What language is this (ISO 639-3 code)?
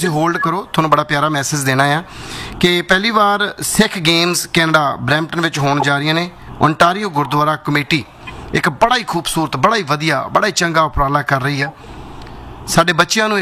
pan